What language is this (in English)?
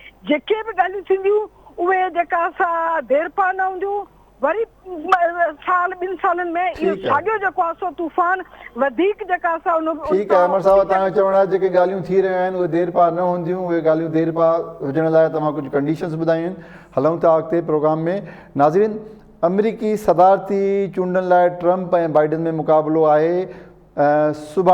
Sindhi